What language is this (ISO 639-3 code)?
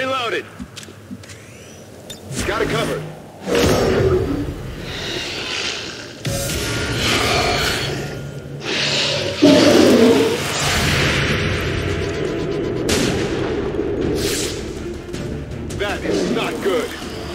eng